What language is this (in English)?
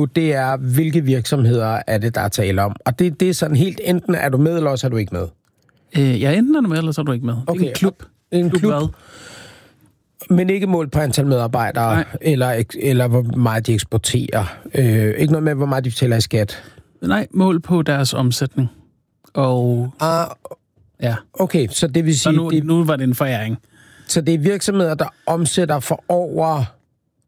Danish